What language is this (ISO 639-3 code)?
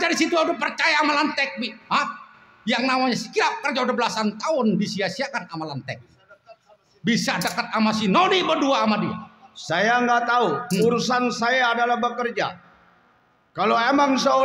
bew